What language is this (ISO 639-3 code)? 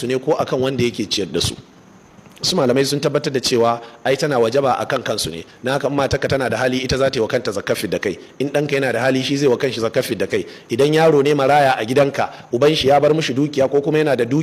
hau